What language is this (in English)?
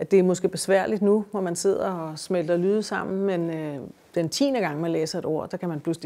Danish